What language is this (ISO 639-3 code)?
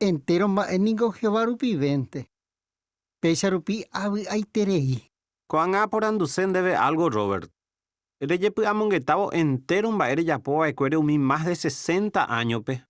grn